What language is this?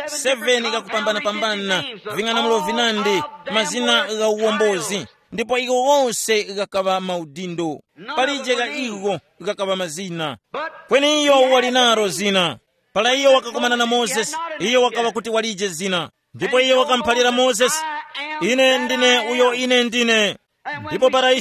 Tumbuka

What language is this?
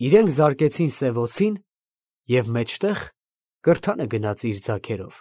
Armenian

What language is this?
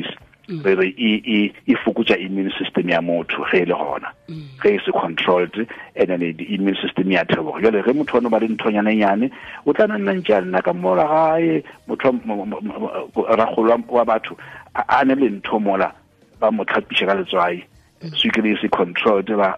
Northern Sotho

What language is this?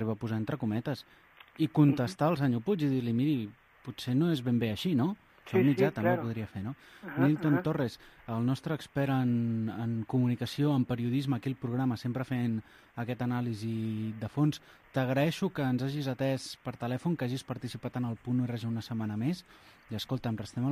Catalan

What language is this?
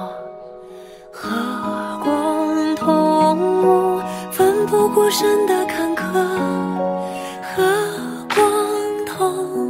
Chinese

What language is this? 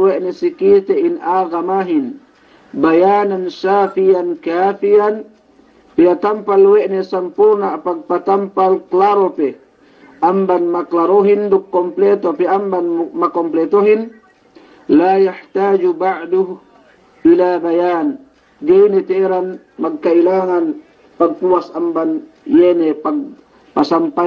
Yakan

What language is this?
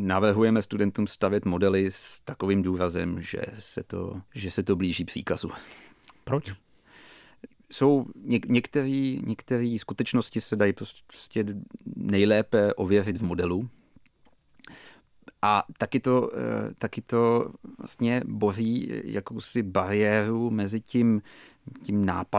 Czech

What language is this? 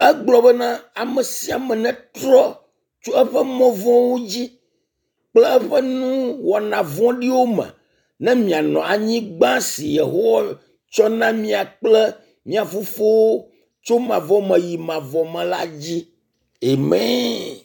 Ewe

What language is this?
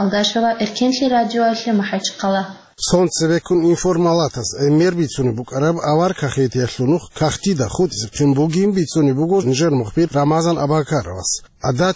Avaric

